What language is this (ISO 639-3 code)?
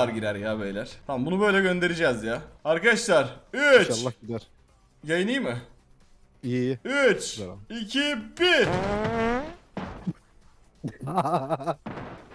tur